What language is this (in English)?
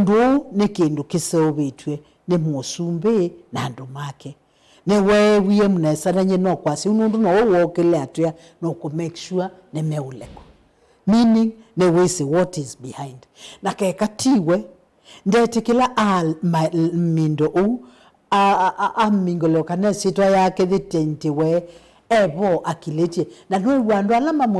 Kamba